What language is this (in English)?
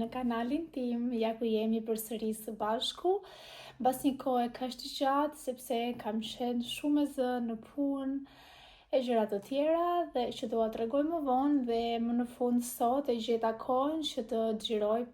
Albanian